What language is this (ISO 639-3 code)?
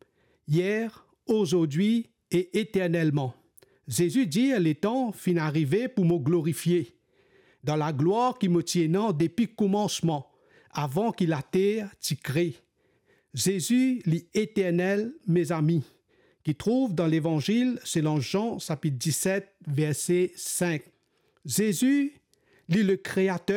mfe